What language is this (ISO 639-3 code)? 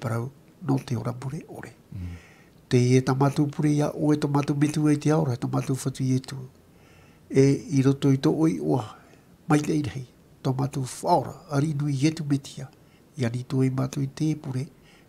tah